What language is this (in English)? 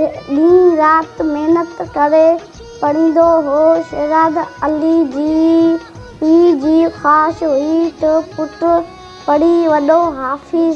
Sindhi